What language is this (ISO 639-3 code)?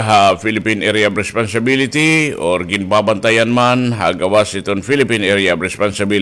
war